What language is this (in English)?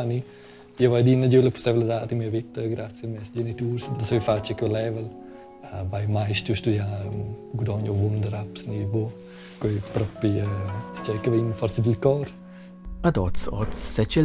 Romansh